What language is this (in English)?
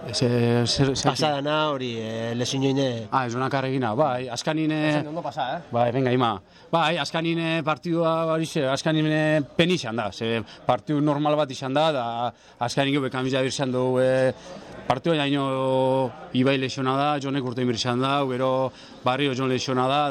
Basque